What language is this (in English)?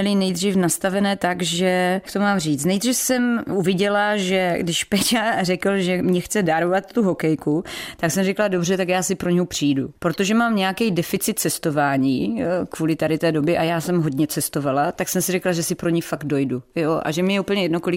Czech